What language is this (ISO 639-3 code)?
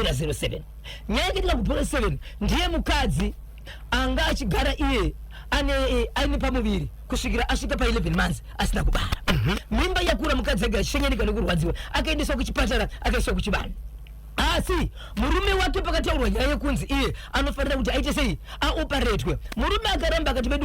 sna